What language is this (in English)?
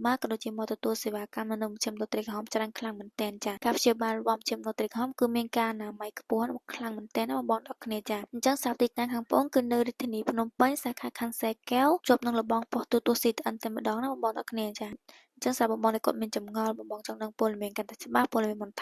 Khmer